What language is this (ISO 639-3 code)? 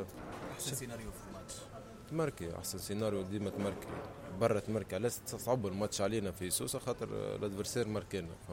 aeb